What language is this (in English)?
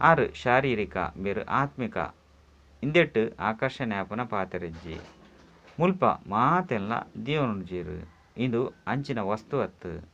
Tulu